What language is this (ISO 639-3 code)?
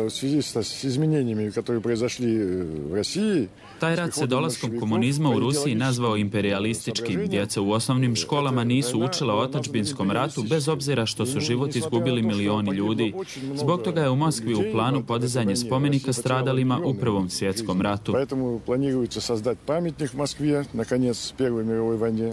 hrv